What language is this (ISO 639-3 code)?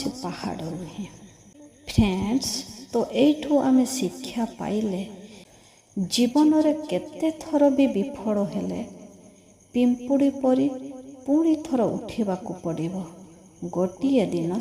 ori